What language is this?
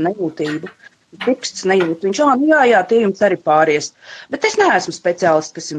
Latvian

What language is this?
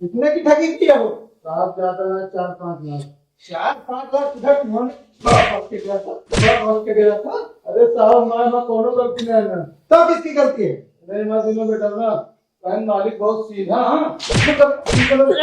Awadhi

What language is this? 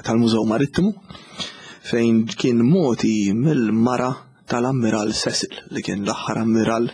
Maltese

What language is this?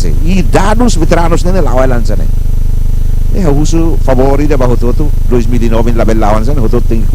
Tetum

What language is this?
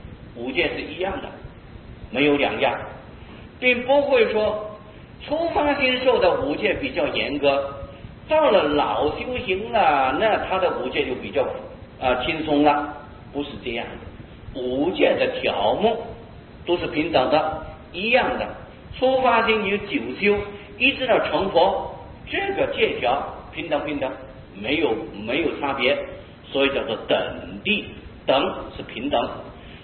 Chinese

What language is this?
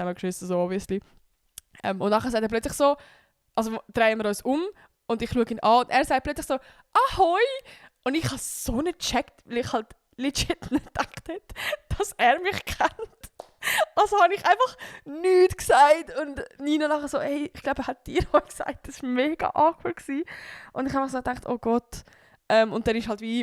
Swiss German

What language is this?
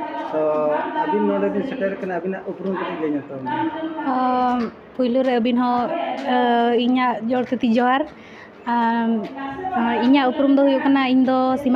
Santali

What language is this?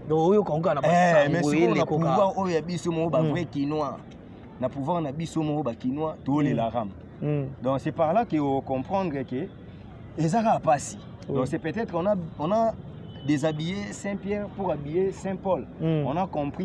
Lingala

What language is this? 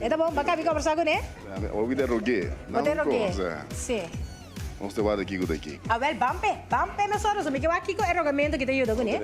Papiamento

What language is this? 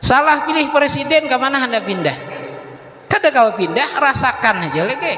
Banjar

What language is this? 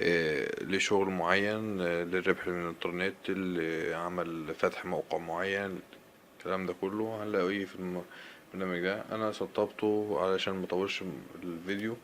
Egyptian Arabic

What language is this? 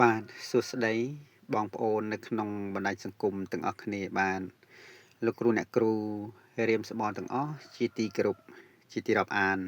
Khmer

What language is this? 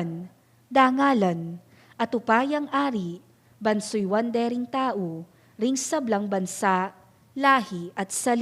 Pampanga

